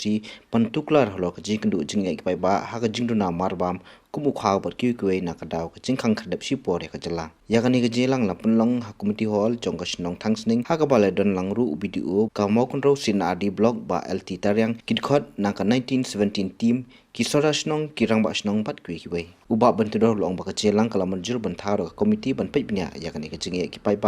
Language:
Khasi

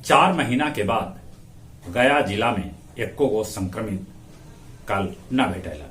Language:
Magahi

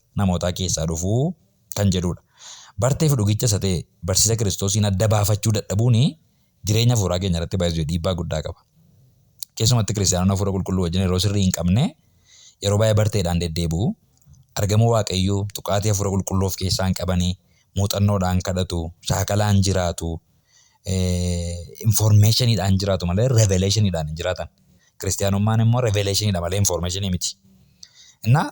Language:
Oromo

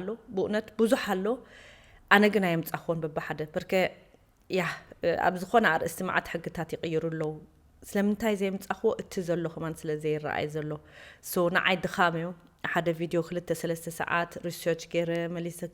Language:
Tigrinya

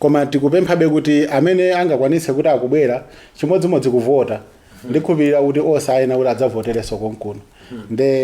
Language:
Nyanja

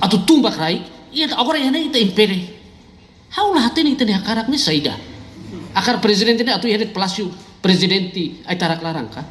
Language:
Tetum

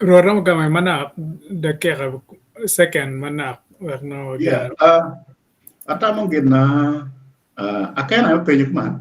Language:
Acoli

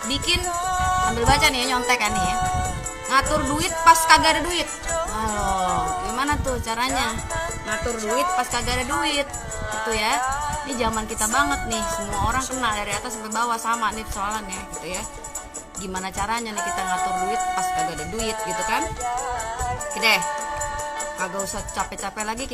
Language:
Betawi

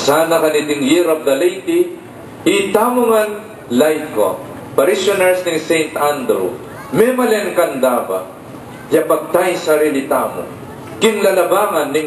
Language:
Pampanga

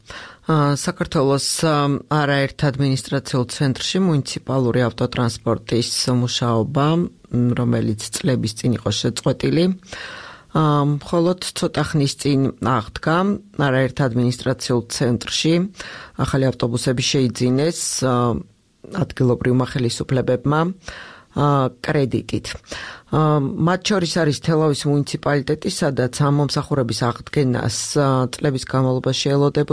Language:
Georgian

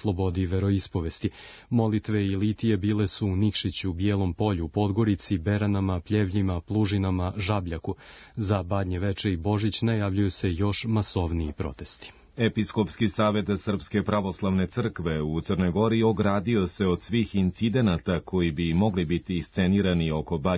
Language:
Serbian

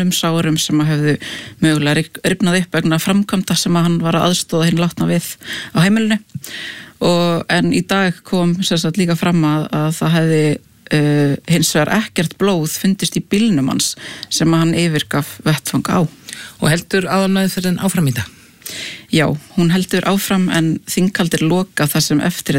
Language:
Icelandic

